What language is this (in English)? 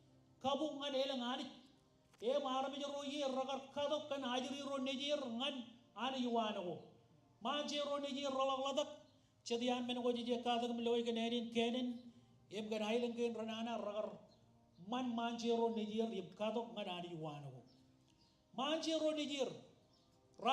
Marshallese